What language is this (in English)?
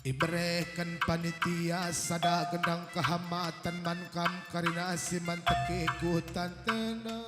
Batak Karo